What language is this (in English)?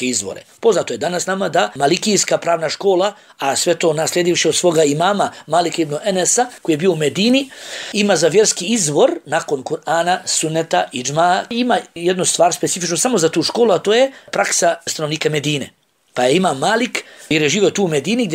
Bosnian